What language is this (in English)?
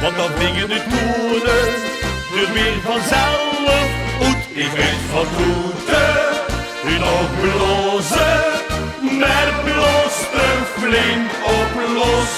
Limburgish